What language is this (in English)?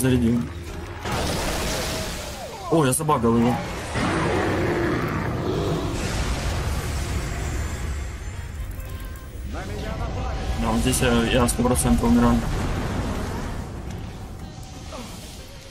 Russian